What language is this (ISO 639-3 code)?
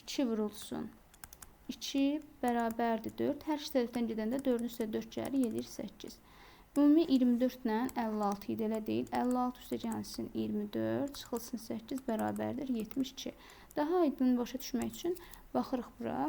aze